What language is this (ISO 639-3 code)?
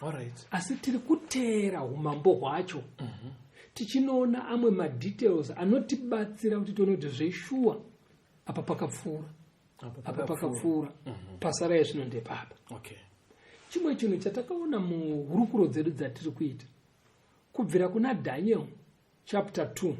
sna